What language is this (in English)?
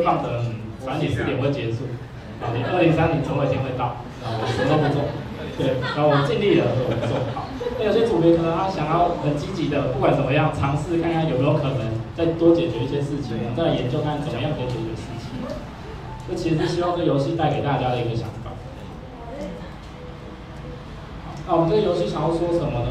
Chinese